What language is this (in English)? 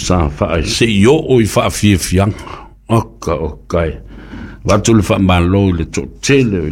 Samoan